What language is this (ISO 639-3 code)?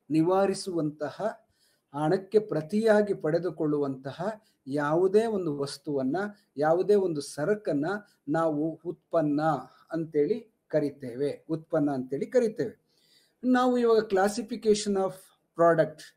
kan